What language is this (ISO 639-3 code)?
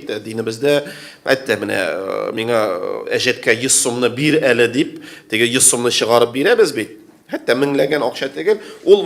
tat